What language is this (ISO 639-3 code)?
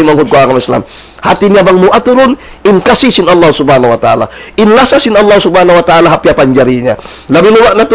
tsg